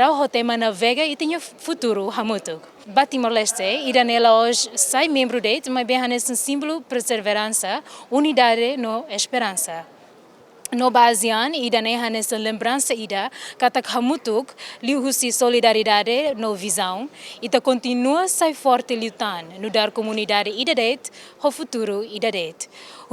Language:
Tetum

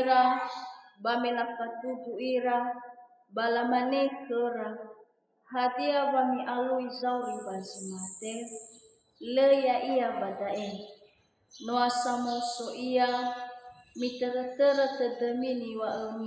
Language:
Nias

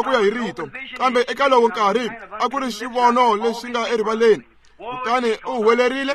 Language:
Tsonga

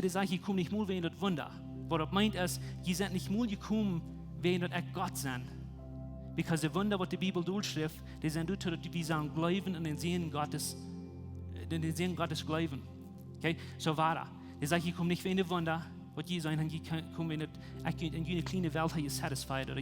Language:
Plautdietsch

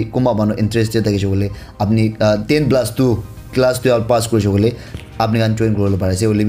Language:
Naga Pidgin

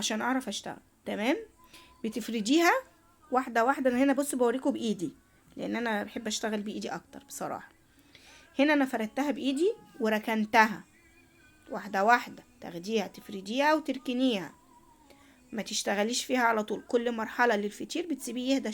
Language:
Egyptian Arabic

